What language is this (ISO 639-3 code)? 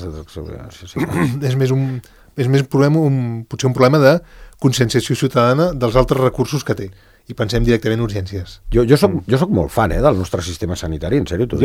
cat